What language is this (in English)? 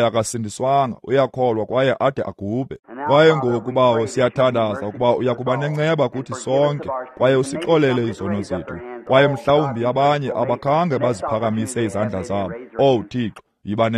Xhosa